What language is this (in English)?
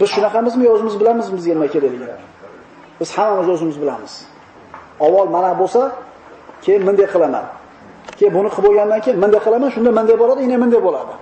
Uzbek